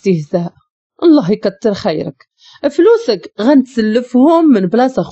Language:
Moroccan Arabic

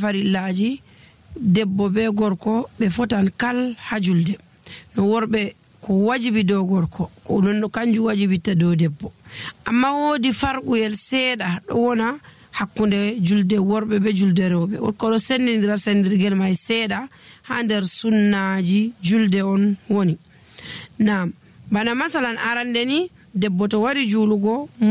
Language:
Nigerian Fulfulde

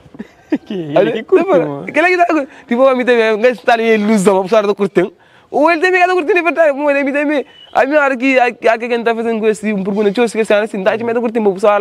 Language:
Kabuverdianu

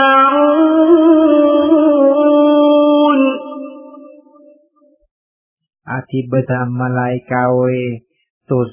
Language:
Gujarati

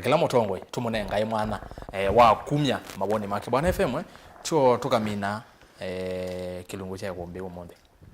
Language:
Kamba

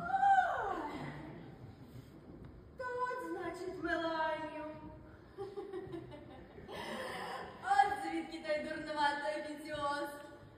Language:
Ukrainian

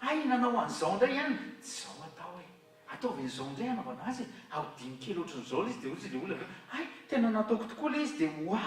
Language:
Malagasy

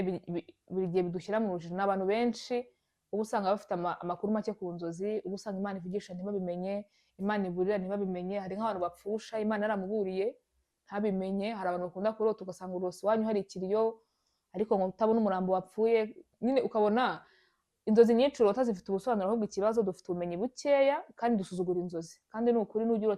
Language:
Kinyarwanda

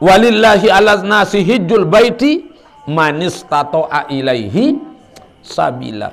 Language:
Sasak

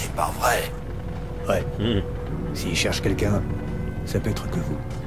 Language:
French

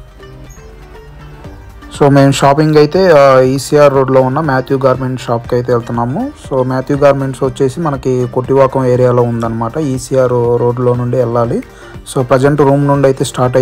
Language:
Telugu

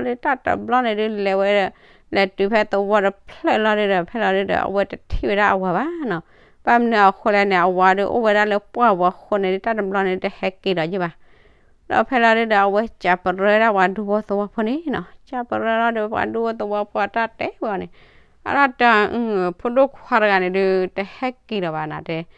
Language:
S'gaw Karen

